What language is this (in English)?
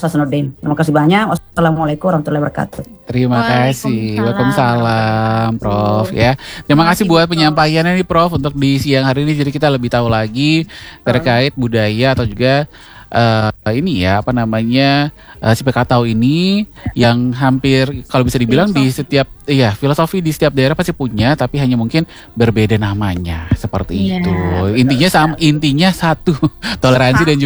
Indonesian